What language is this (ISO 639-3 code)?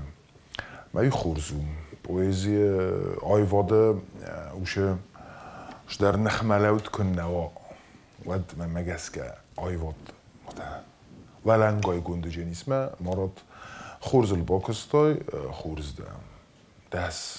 oss